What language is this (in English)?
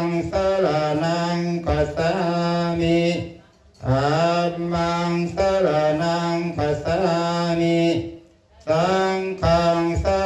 Pali